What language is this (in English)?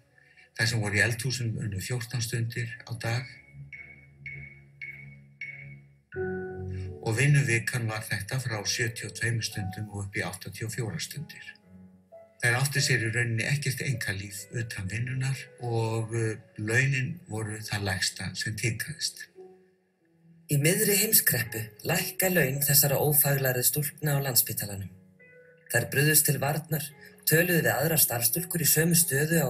Icelandic